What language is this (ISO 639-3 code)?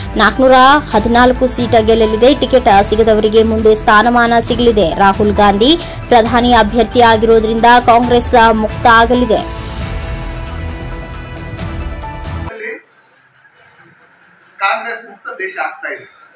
kan